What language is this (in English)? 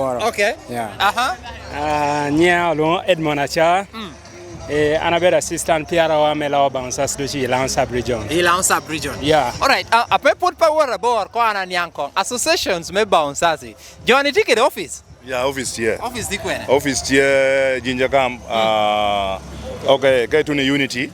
Lango (Uganda)